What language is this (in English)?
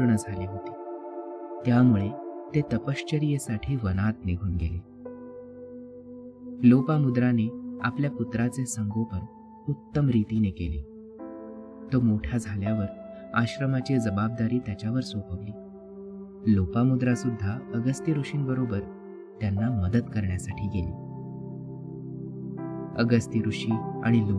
Marathi